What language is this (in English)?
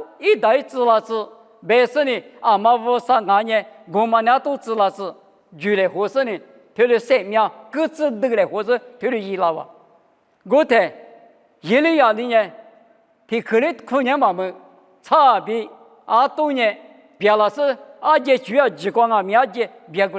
Lisu